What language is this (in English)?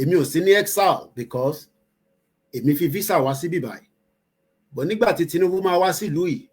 Yoruba